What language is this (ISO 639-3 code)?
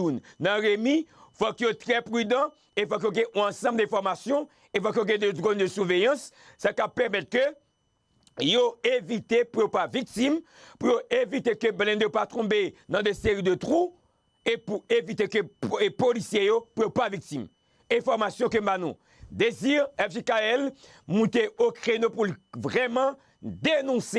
hat